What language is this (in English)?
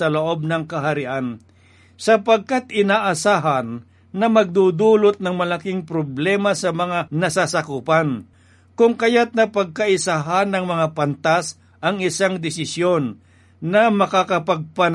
Filipino